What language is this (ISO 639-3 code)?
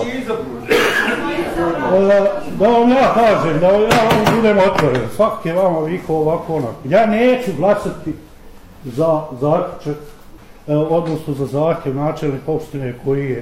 bos